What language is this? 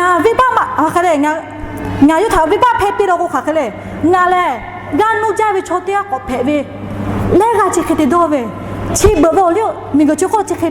Lahu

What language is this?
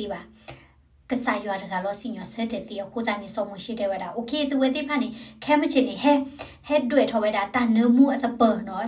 S'gaw Karen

